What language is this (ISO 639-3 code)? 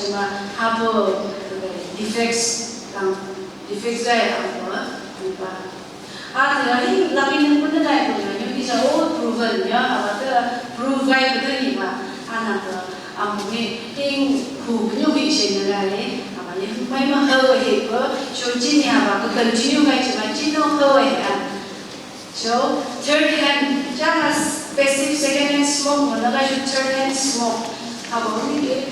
nph